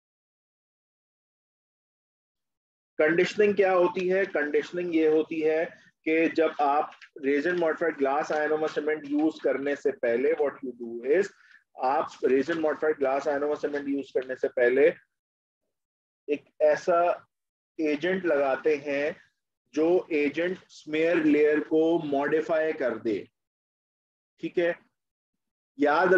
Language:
Hindi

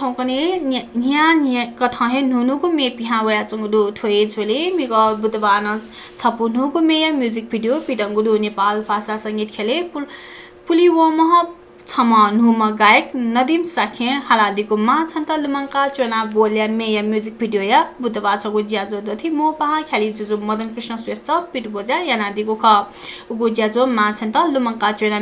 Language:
Newari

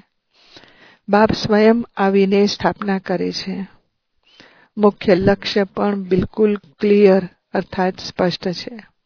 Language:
Gujarati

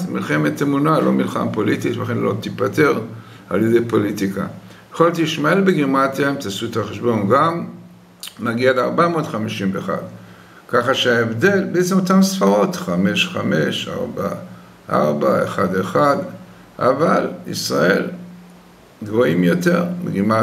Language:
Hebrew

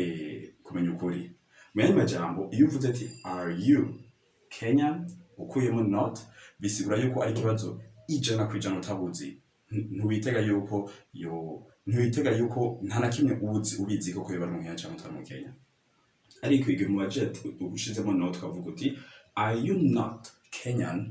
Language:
Rundi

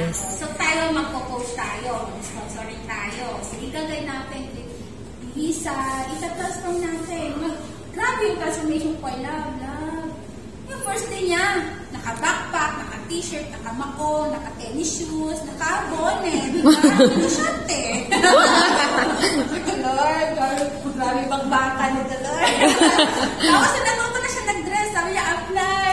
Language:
Filipino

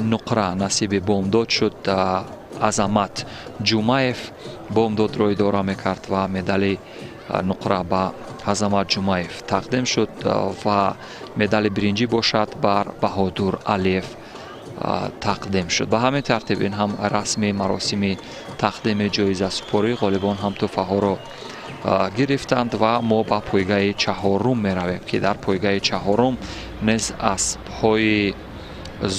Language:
Tajik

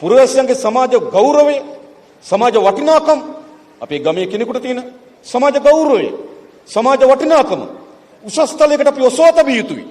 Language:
Sinhala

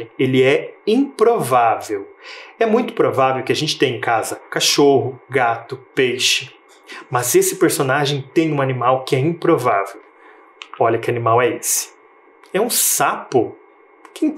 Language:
Portuguese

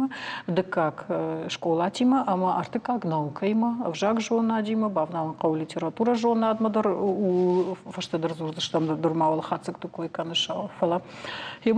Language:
Ossetic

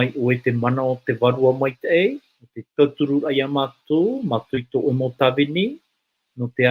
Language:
Tahitian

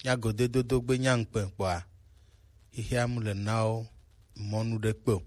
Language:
Gen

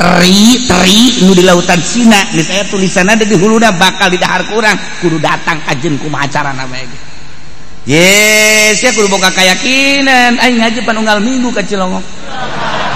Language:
Sundanese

